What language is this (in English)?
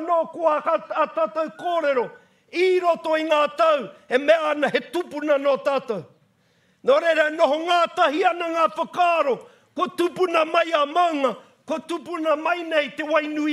Māori